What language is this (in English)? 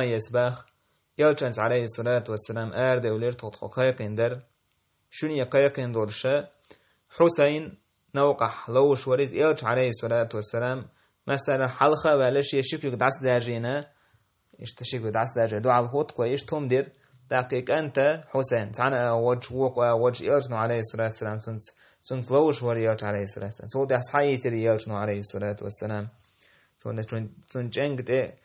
Chechen